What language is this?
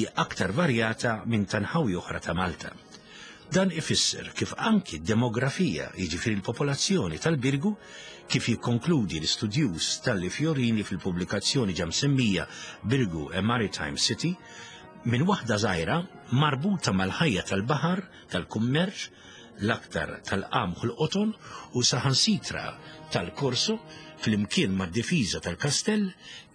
Maltese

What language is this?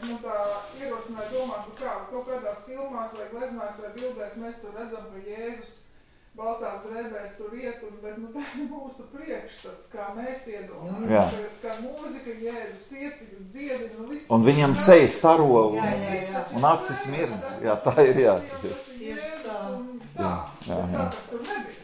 Latvian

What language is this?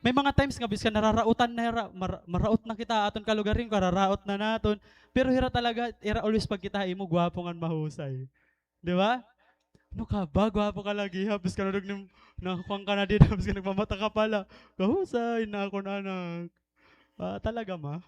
Waray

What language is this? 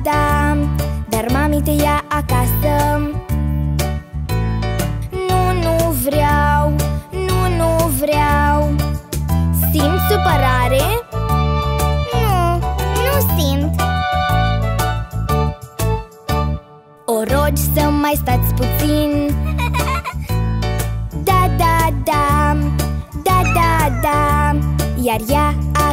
Romanian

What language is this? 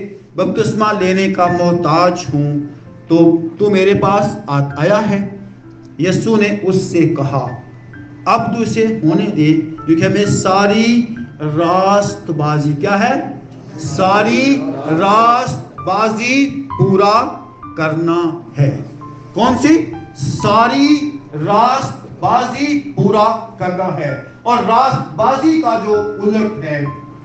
Urdu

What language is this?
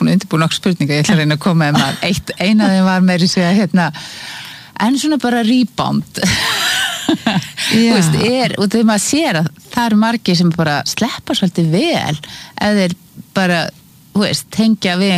Icelandic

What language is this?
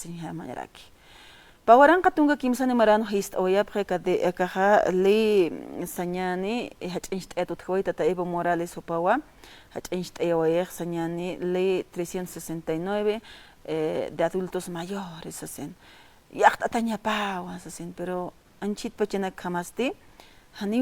Aymara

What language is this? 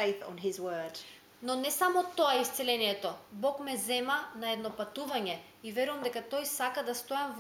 Macedonian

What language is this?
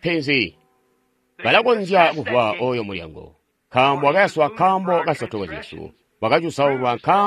Tonga (Zambia)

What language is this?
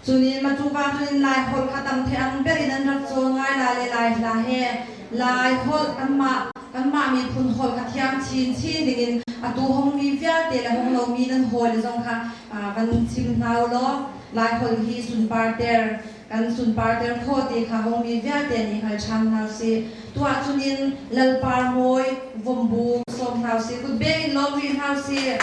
Hakha Chin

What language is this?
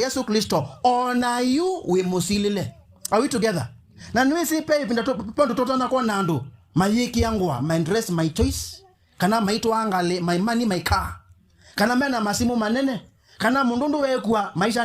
Kamba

